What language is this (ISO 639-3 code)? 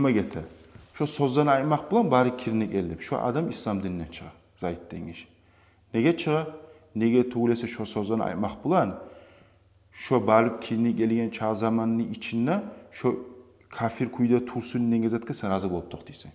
kum